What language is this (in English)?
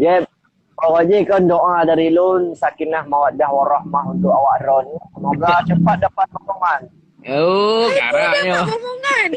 Achinese